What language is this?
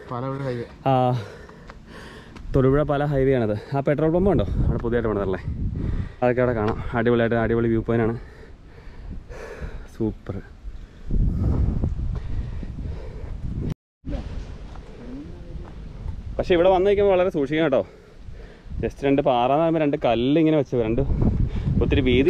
Malayalam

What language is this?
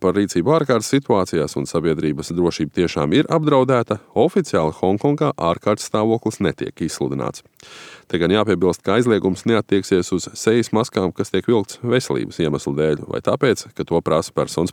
Latvian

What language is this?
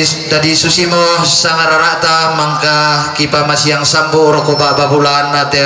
Toraja-Sa'dan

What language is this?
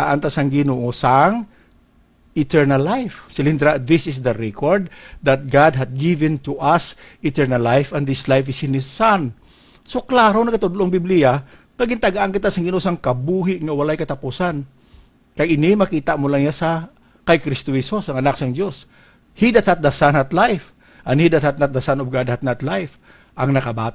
Hiligaynon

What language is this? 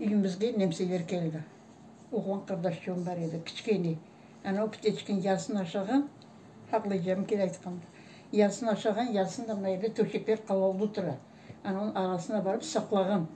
Crimean Tatar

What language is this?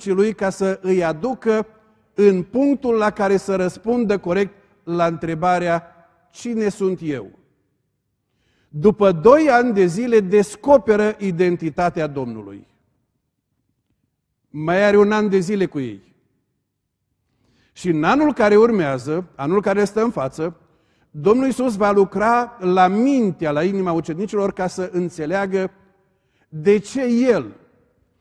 Romanian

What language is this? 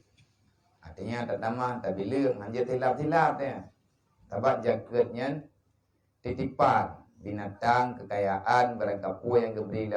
Achinese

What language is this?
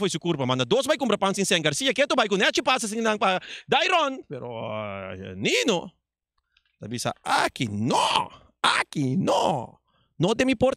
Papiamento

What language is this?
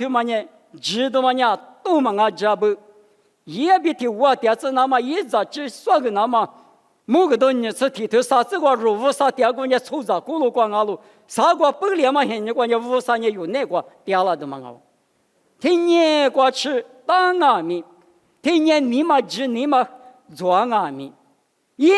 Lisu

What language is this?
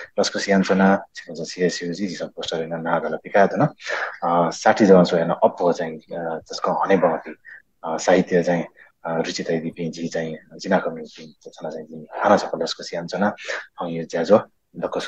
Newari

